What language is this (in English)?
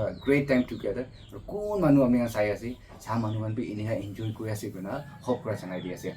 Naga Pidgin